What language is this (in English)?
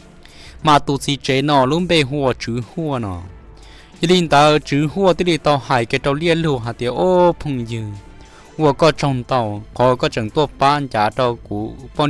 Hmong